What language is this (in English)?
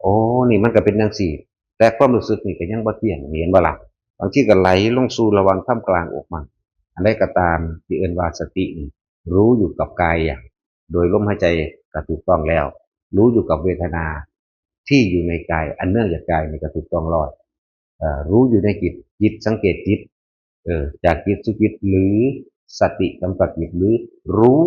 Northeastern Thai